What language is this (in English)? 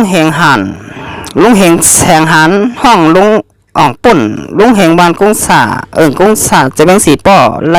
Shan